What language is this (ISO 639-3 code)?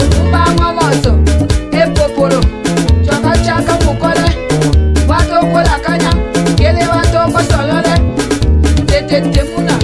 tll